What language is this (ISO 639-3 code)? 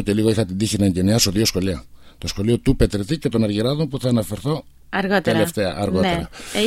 ell